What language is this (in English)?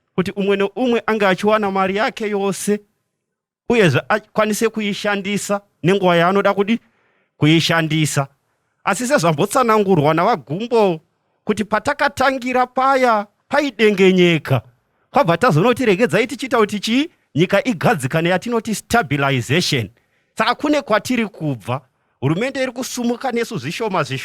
Shona